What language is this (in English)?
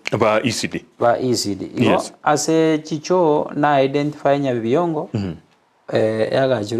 Gusii